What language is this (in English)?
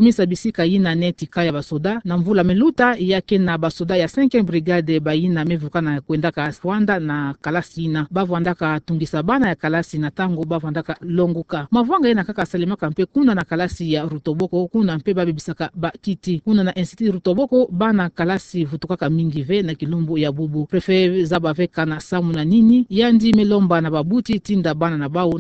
Kituba (Democratic Republic of Congo)